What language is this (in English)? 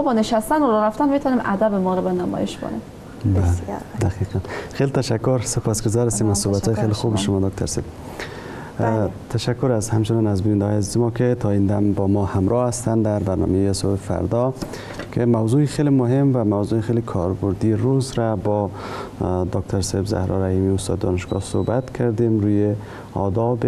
Persian